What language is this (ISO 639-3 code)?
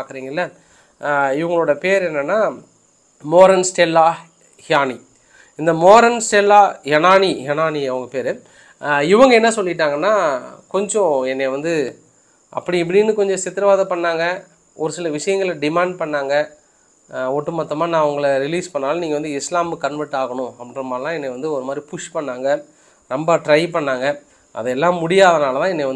tam